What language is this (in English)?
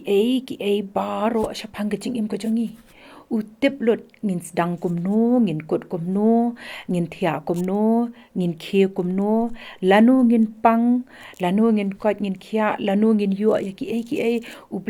Khasi